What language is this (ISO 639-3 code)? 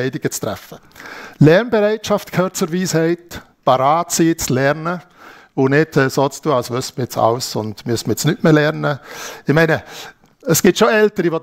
gsw